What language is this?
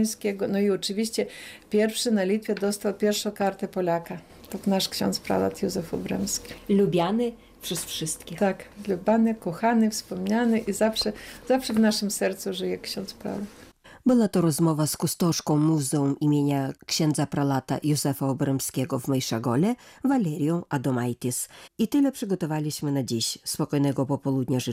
Polish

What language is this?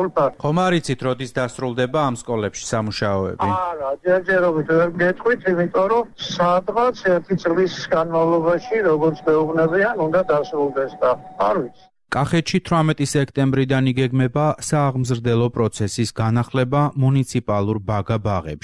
Georgian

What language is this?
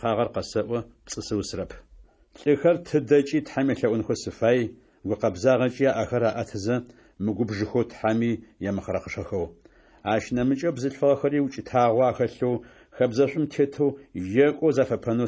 Adyghe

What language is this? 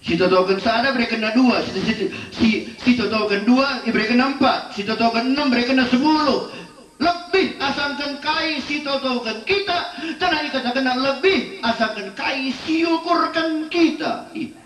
Batak Karo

